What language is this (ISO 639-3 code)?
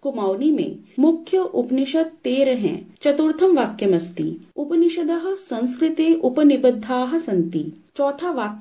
san